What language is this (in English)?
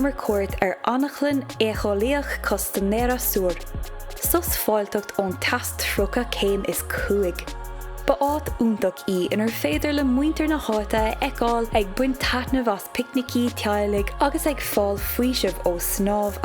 Irish